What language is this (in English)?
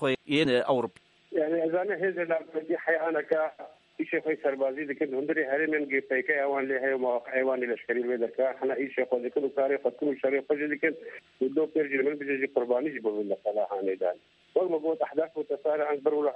Kurdish